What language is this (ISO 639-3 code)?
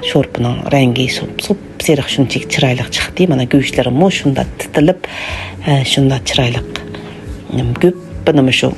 uig